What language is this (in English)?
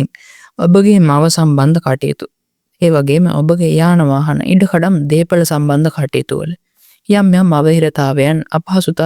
Sinhala